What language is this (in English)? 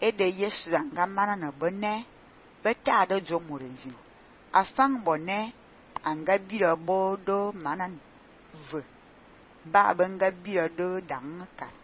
Fang